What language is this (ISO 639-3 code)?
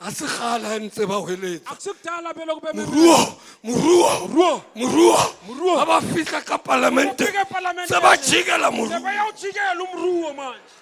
sot